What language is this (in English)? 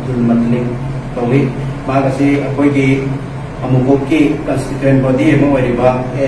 Manipuri